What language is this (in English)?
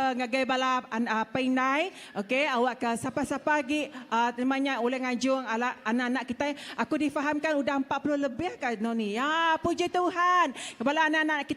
Iban